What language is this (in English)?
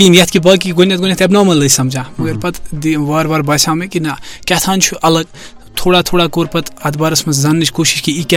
Kashmiri